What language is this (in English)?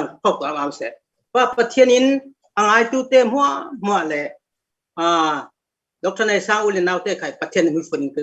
Falam Chin